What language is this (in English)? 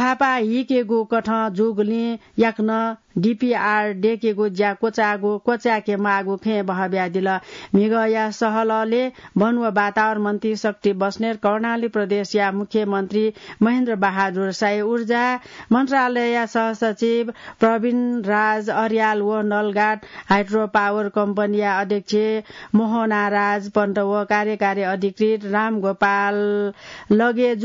Newari